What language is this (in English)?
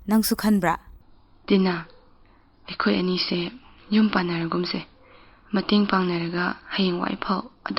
Manipuri